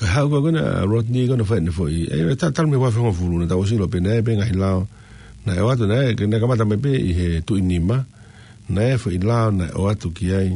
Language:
Tongan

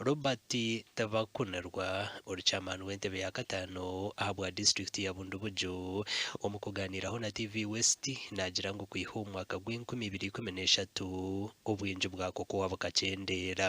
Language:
Nyankole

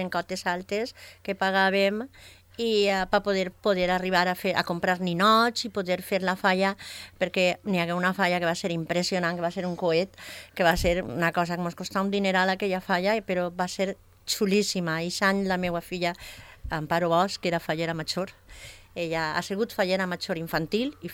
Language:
Catalan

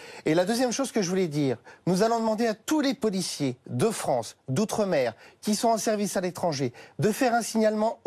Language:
French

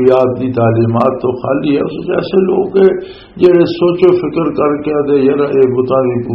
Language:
Western Panjabi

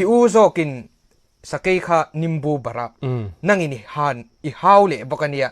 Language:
Mizo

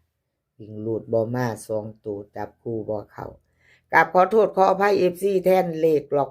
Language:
Lao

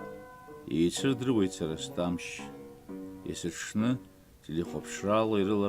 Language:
Abkhazian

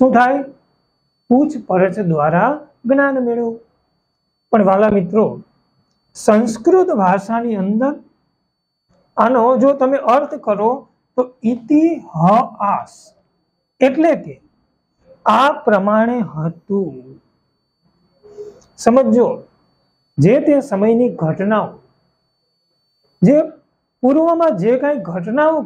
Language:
Gujarati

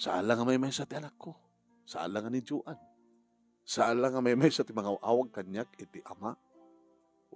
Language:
Iloko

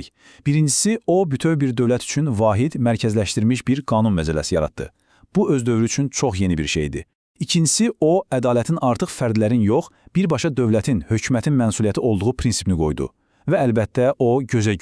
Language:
Azerbaijani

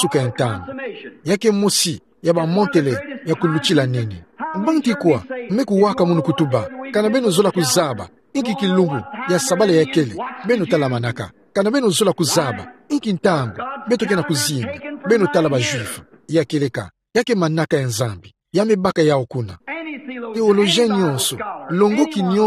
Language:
Kituba (Democratic Republic of Congo)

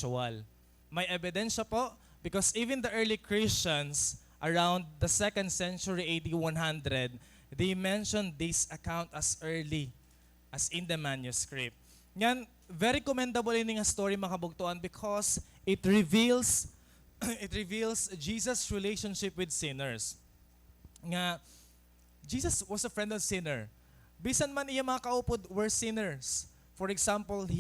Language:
Waray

